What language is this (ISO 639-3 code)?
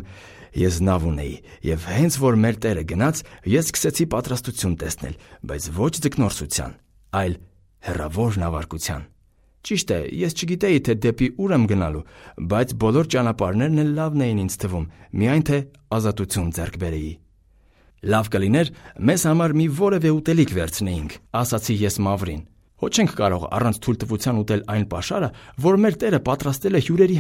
hye